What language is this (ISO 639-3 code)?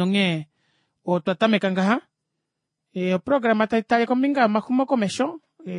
kua